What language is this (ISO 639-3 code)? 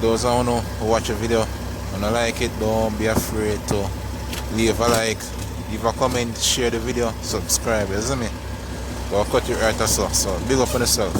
jam